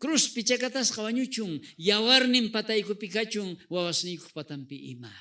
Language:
South Bolivian Quechua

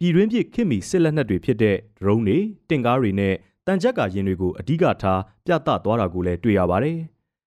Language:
Burmese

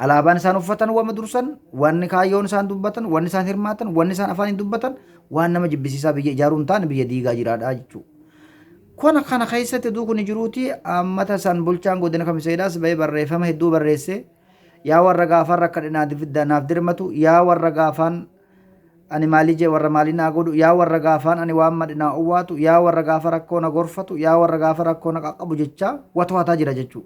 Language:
Oromo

